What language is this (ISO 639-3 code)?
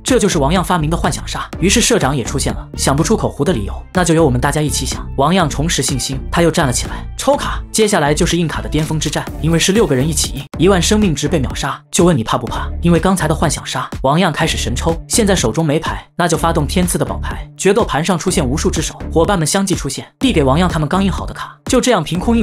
zho